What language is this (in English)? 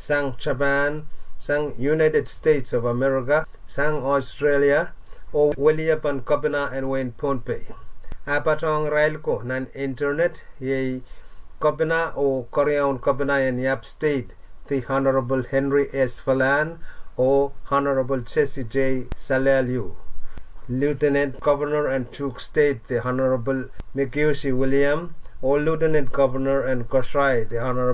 Pohnpeian